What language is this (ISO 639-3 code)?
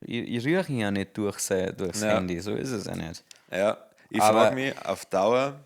bar